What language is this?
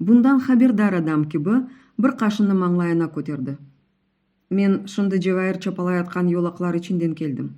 Crimean Tatar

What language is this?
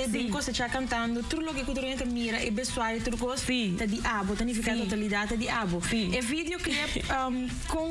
Papiamento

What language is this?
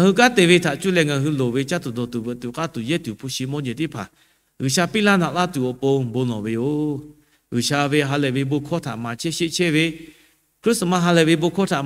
Lahu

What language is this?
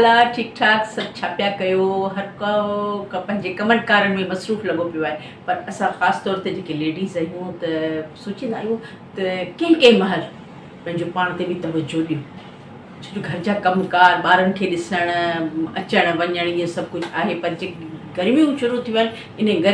Sindhi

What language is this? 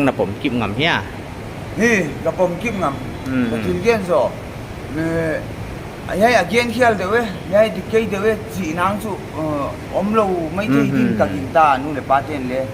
Paite Chin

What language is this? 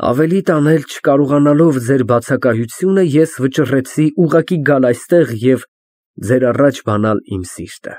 Armenian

